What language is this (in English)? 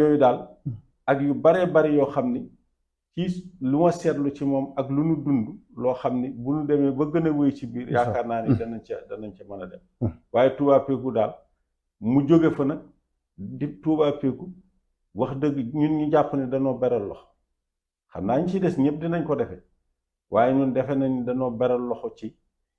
Wolof